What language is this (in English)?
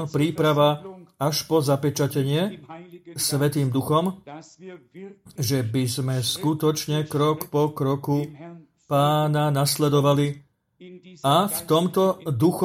Slovak